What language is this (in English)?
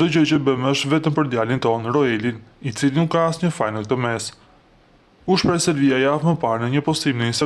Albanian